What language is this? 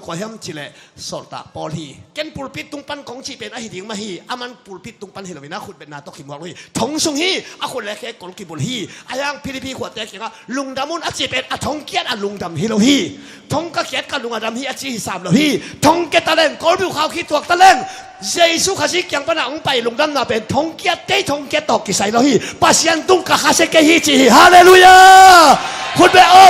Tedim Chin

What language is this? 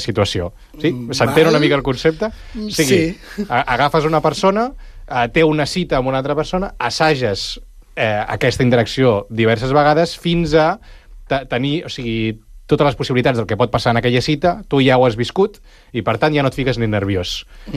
Catalan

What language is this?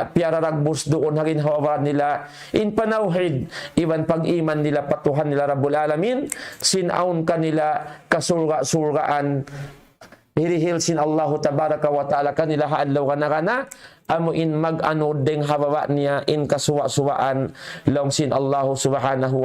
Tausug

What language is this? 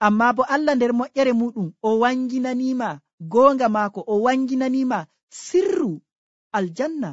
Nigerian Fulfulde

